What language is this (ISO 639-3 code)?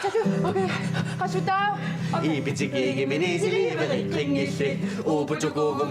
kal